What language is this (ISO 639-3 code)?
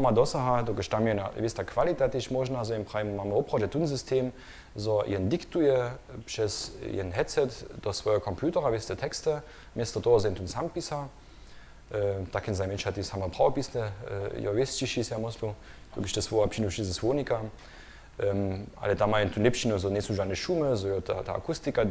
hsb